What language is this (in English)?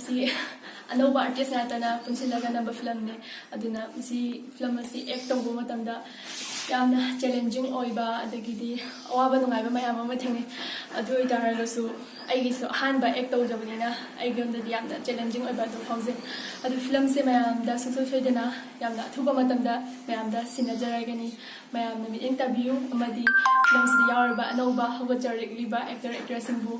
Manipuri